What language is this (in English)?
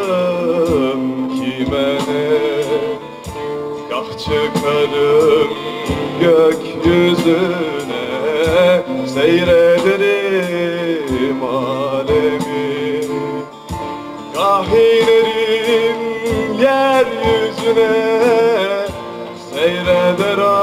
Turkish